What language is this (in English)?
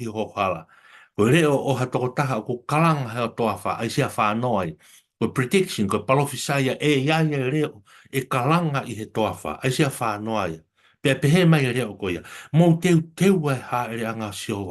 Tongan